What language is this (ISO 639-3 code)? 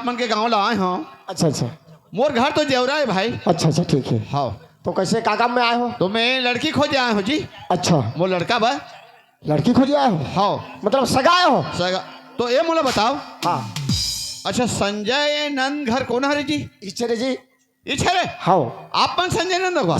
hne